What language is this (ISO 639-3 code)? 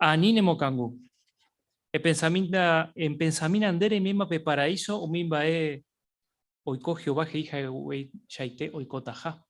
grn